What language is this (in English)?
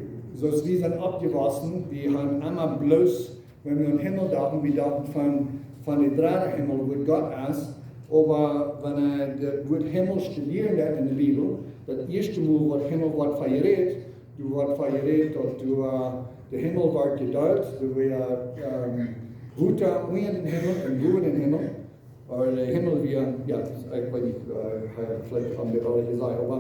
Plautdietsch